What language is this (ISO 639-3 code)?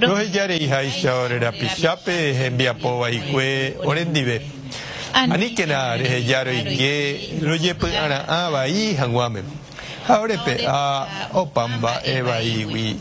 grn